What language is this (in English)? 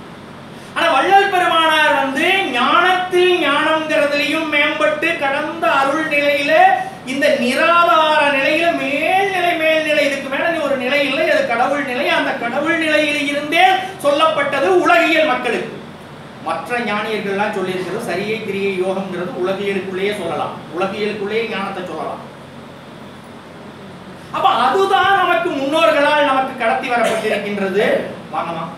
Tamil